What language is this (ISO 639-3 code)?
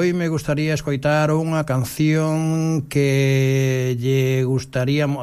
glg